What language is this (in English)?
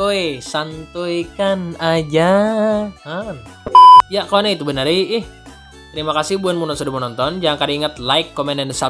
Banjar